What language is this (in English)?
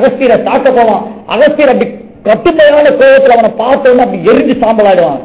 Tamil